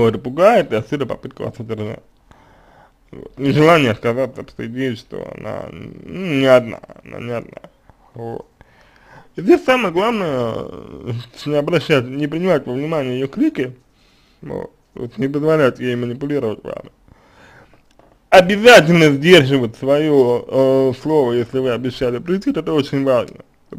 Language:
Russian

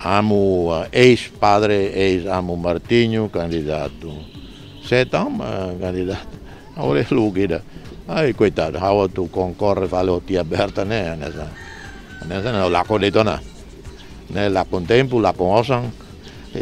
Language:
Tetum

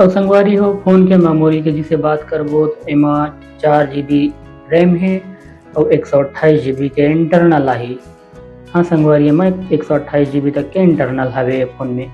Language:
Chhattisgarhi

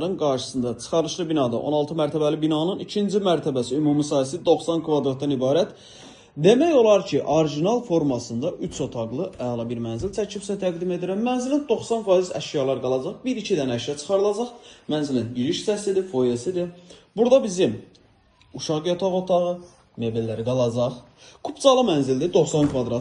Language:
Azerbaijani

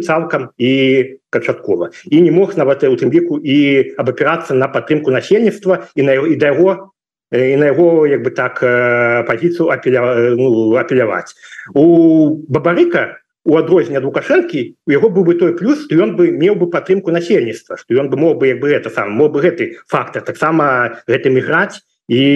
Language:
Belarusian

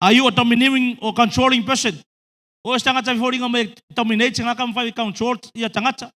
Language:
Samoan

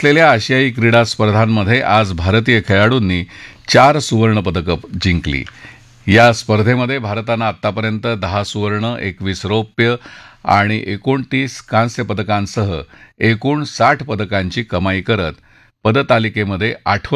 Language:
Marathi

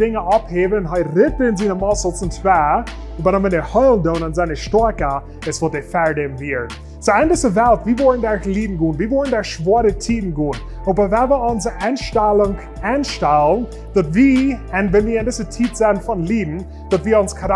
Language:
Plautdietsch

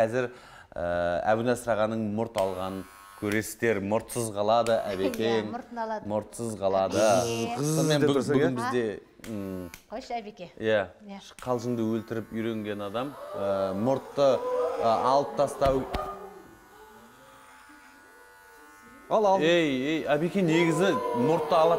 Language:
Kazakh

